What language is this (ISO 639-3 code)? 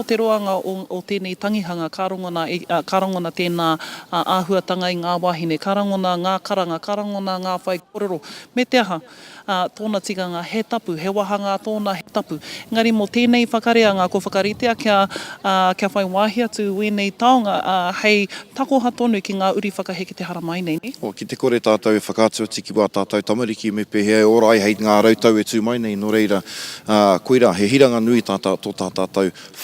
mri